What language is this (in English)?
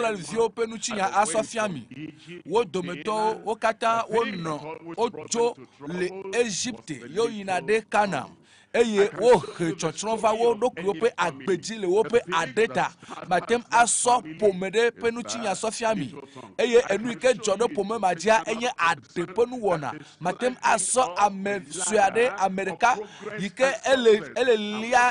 Ewe